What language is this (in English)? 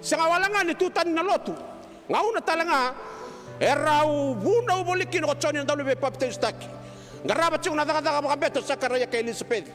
Fijian